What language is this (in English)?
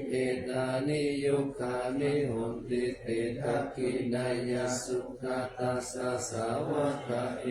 Pali